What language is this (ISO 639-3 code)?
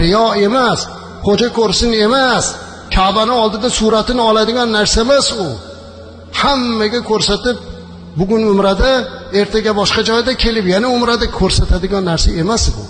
uzb